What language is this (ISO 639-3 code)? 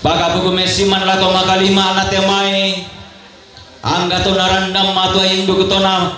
sda